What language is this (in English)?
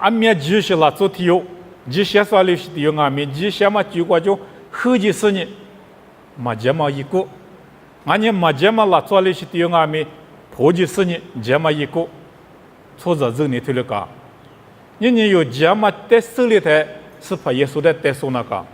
Lisu